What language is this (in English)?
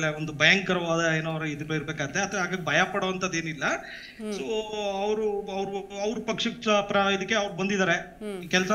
Kannada